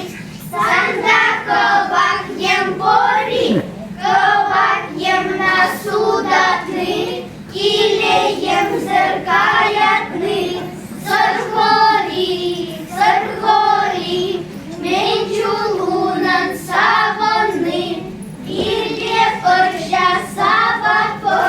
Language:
Chuvash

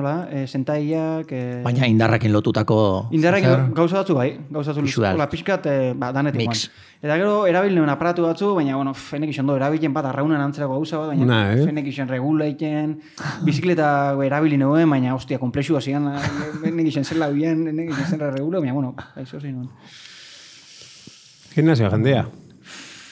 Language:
Basque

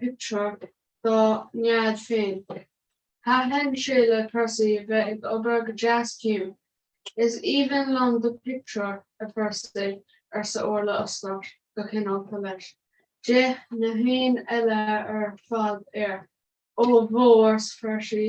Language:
Irish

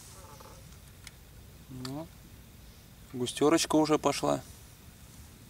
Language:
Russian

